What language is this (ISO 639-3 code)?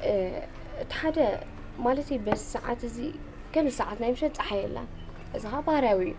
tir